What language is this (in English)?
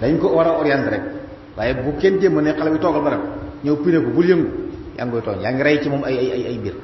Wolof